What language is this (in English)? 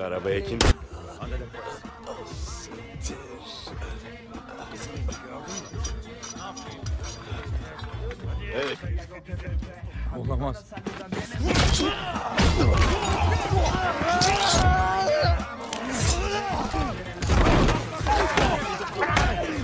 Turkish